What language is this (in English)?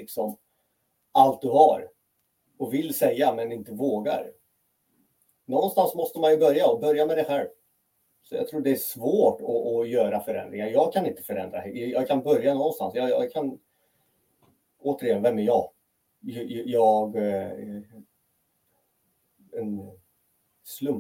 Swedish